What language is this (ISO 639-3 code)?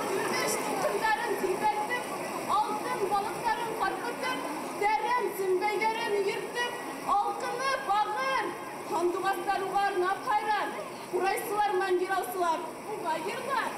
bak